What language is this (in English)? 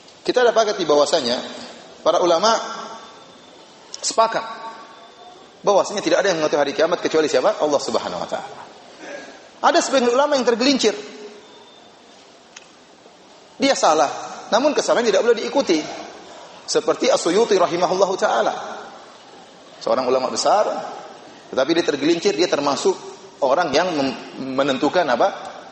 Indonesian